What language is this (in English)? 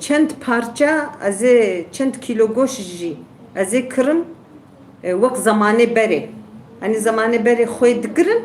Kurdish